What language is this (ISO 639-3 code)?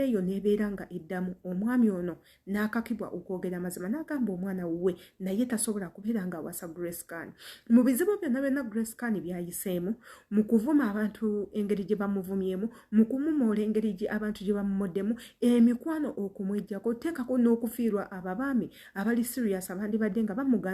lug